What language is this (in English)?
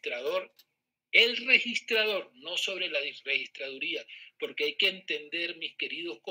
Spanish